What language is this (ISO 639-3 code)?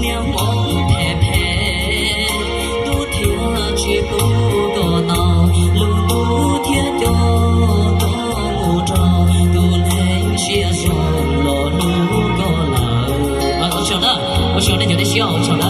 hmn